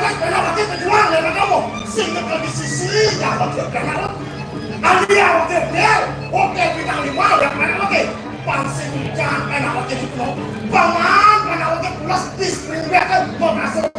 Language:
Balinese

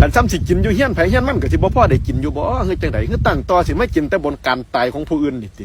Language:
Northeastern Thai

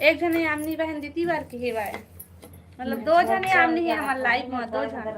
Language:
Chhattisgarhi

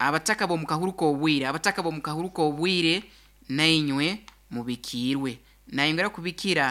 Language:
Nyoro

